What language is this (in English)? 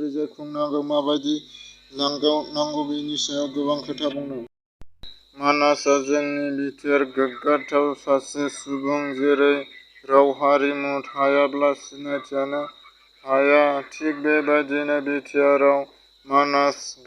Bodo